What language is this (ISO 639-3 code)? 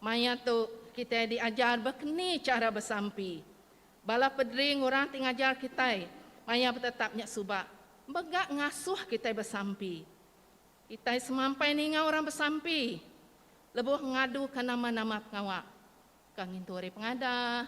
iba